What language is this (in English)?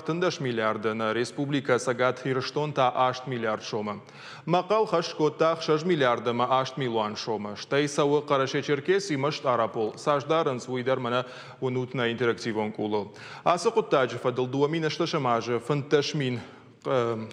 Ossetic